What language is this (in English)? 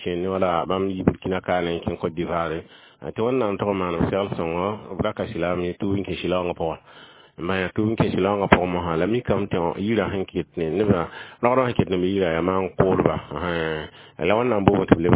Mossi